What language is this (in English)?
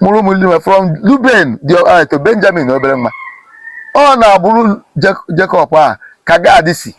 Igbo